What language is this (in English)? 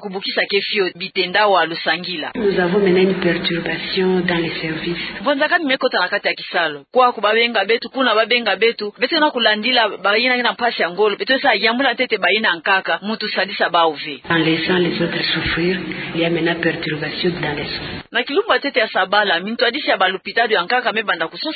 Kituba (Democratic Republic of Congo)